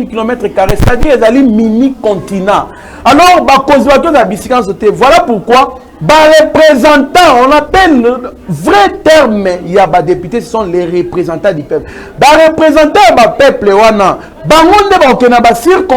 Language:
Lingala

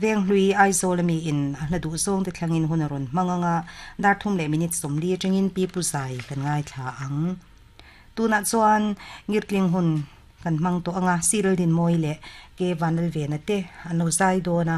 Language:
Mizo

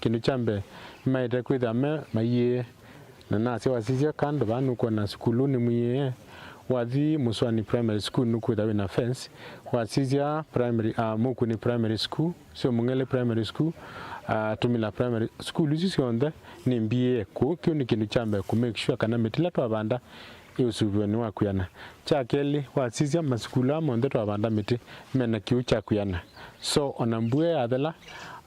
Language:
Kamba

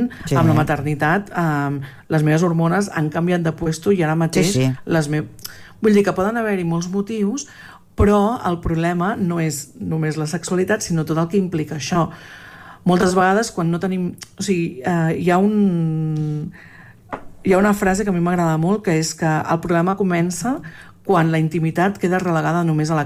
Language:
Catalan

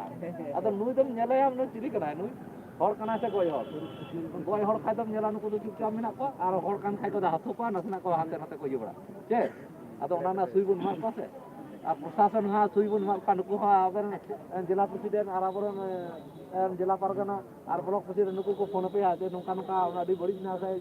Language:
Santali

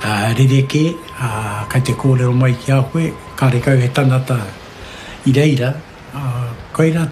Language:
Māori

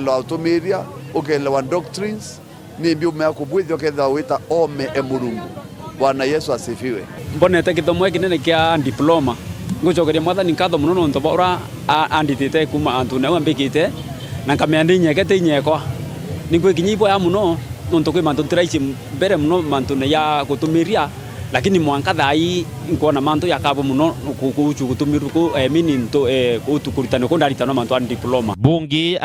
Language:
Meru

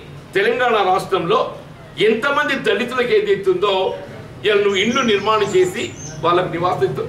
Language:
Telugu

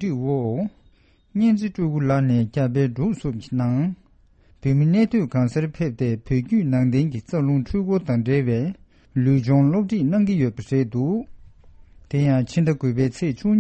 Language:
Tibetan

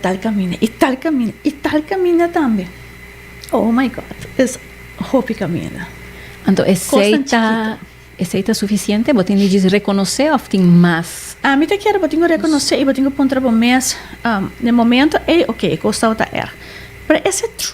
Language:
Papiamento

